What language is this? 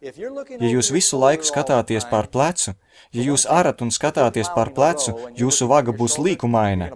Latvian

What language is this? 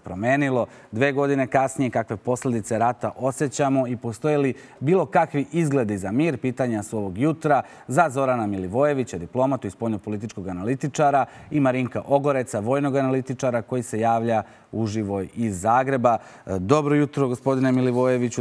Serbian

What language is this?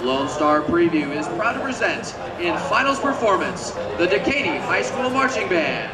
English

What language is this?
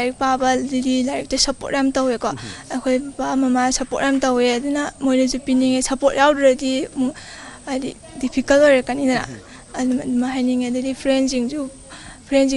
Manipuri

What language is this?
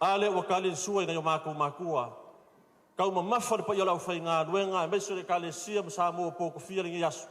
Samoan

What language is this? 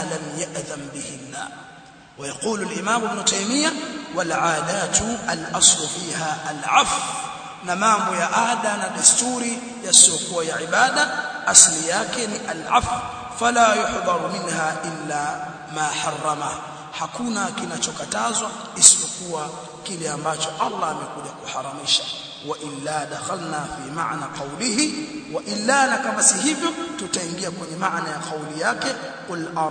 Swahili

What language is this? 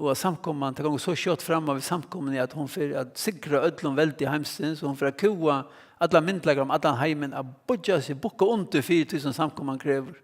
Faroese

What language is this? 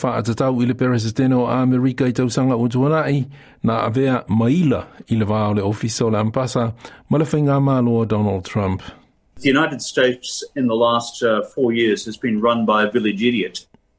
Samoan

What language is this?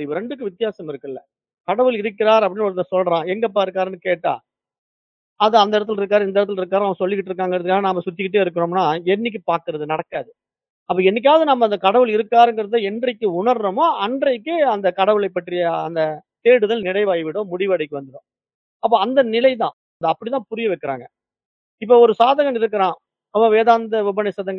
Tamil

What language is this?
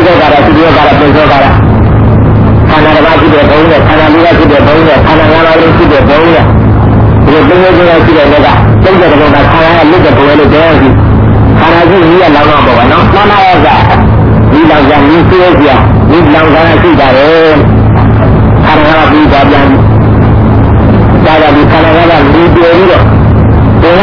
Burmese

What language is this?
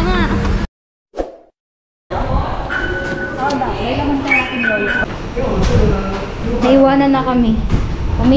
Filipino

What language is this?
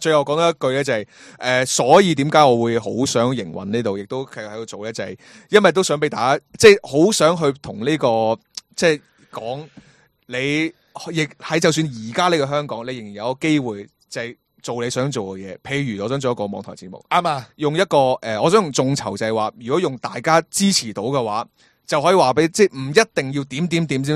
Cantonese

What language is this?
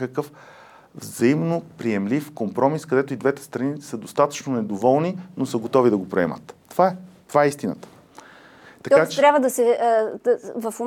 Bulgarian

